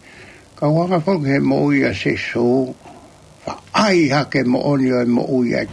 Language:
Tongan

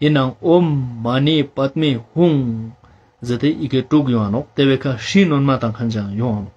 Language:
Ladakhi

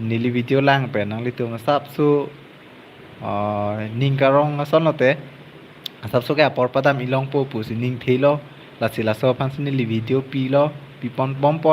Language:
Karbi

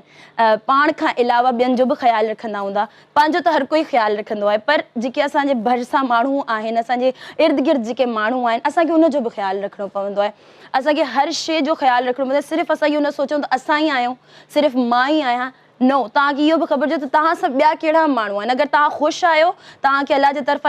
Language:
Sindhi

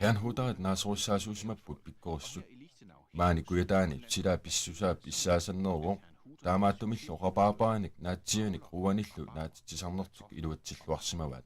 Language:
Kalaallisut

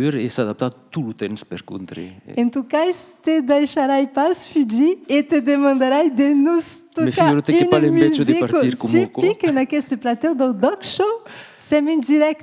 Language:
Occitan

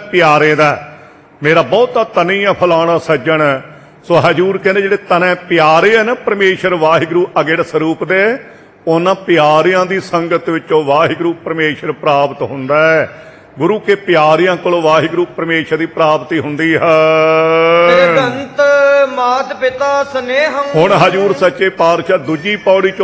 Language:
Punjabi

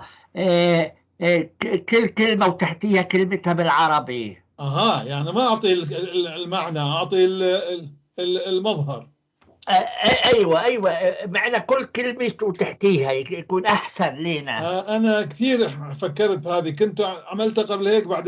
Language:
North Levantine Arabic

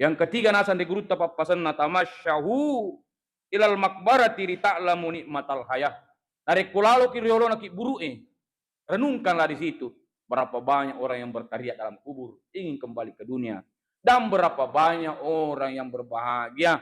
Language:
Buginese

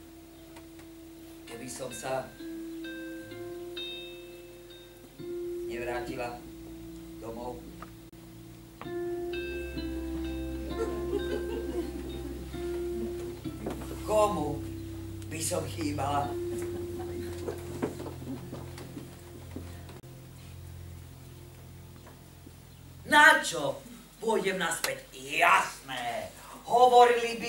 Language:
Slovak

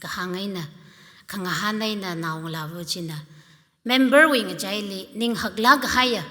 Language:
Tangkhul Naga (India)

